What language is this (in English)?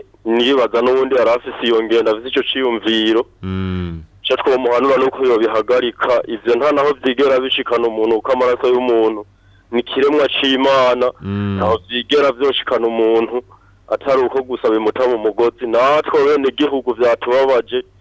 Rundi